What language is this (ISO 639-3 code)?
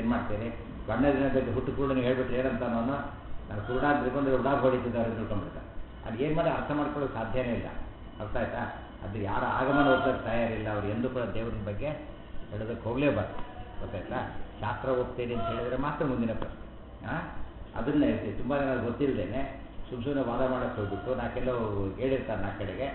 kan